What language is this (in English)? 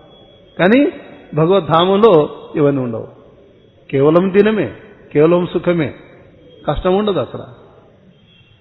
Telugu